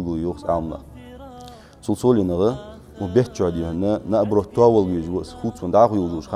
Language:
Ingush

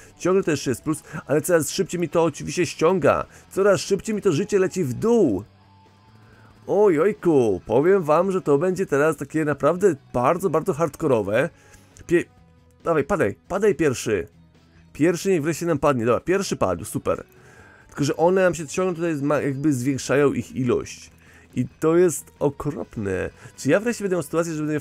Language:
Polish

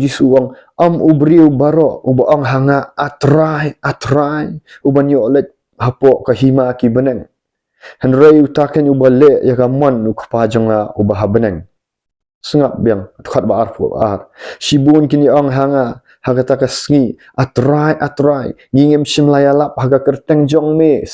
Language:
Khasi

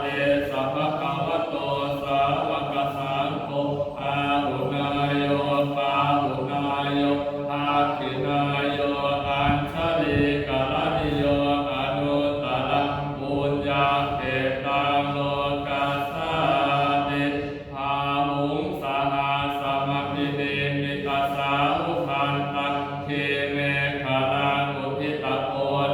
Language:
Pali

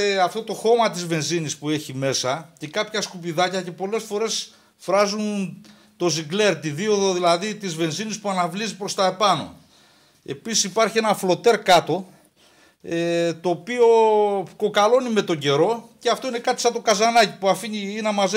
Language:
Greek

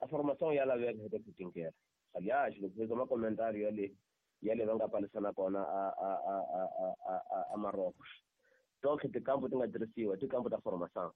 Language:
Tsonga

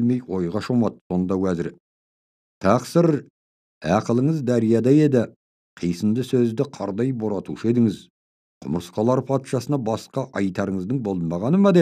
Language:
Kazakh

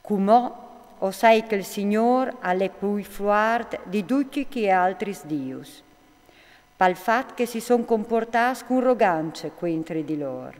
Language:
Friulian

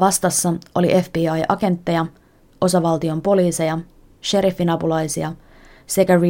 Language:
Finnish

